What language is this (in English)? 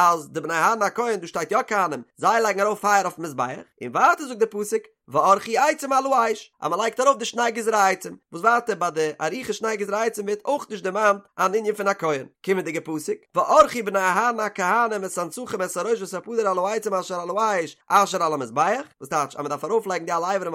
Yiddish